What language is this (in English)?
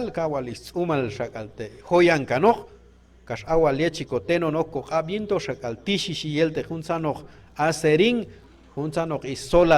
Q'anjob'al